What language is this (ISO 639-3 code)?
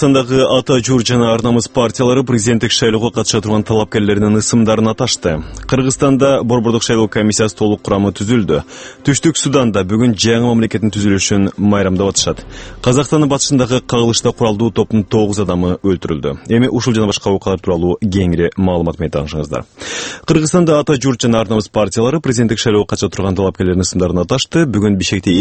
kir